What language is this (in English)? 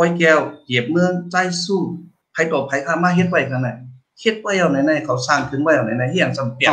Shan